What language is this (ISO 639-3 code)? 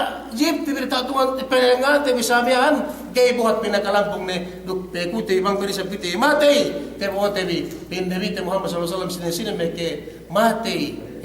yka